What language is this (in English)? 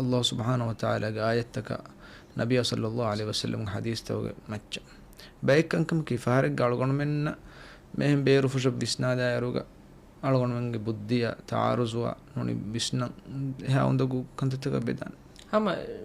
Divehi